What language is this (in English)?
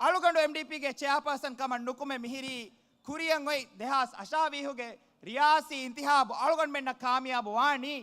Divehi